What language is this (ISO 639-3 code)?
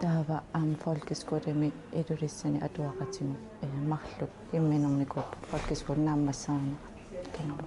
kal